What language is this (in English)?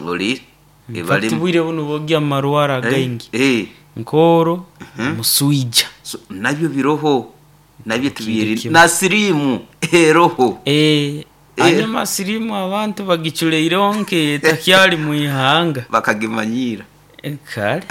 Nyoro